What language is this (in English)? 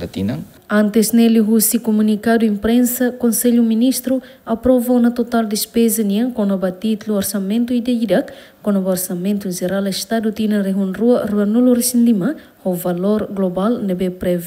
Tetum